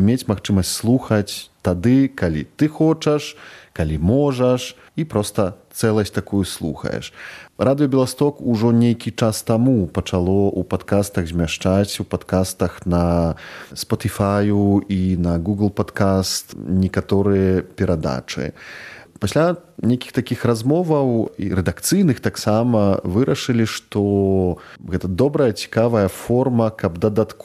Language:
Belarusian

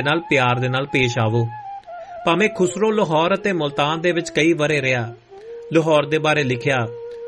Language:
Punjabi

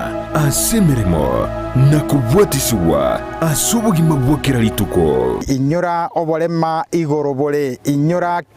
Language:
Gusii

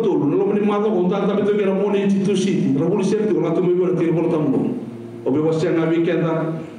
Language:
Fijian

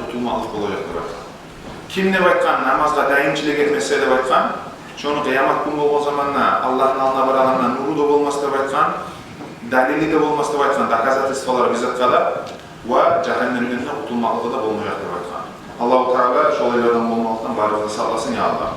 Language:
Kumyk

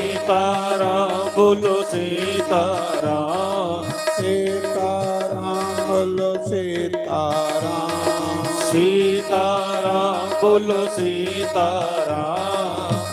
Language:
Dogri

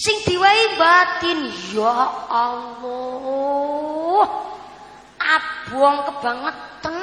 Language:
Javanese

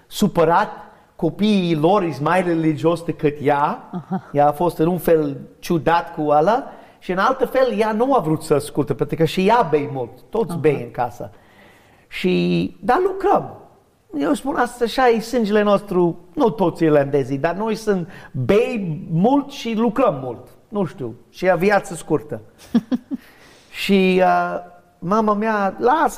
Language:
Romanian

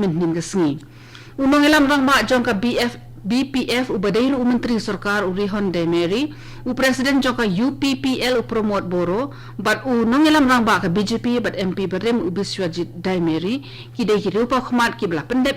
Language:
Khasi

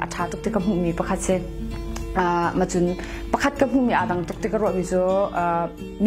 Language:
Hakha Chin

